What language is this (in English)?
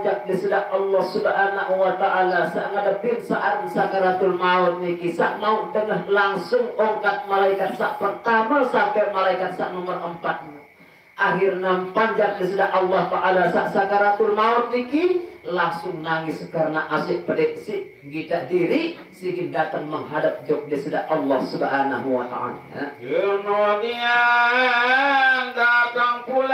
Sasak